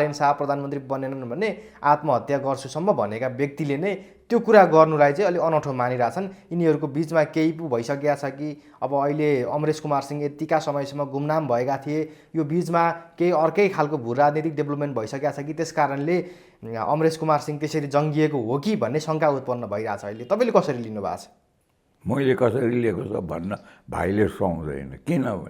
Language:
Nepali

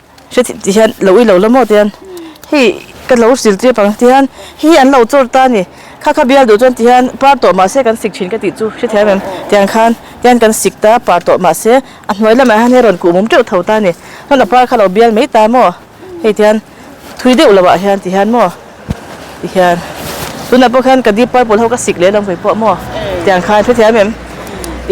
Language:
Mizo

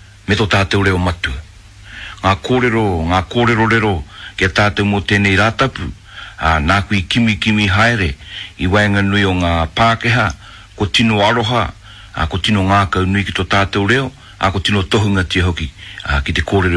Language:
Māori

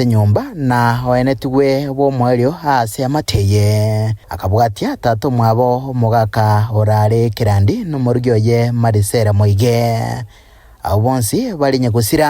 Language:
Gusii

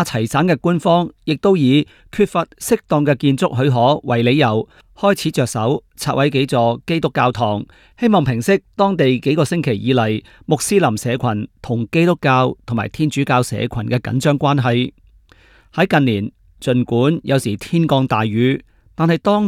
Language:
Cantonese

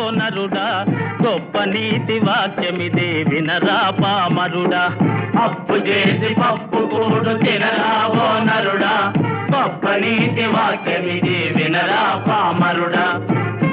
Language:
Telugu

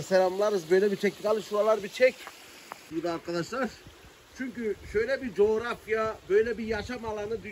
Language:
Turkish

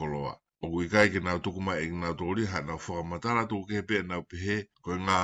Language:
Tongan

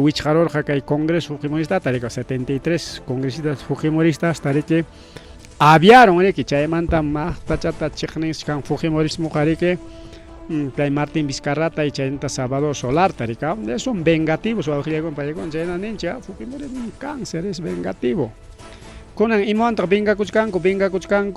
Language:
Ayacucho Quechua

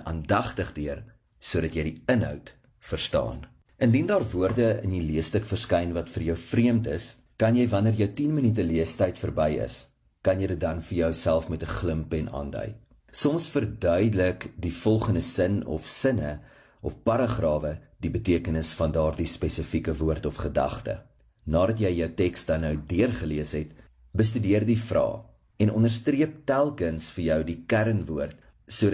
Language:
Afrikaans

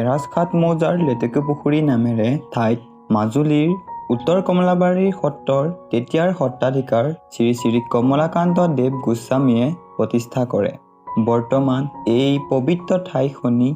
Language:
Assamese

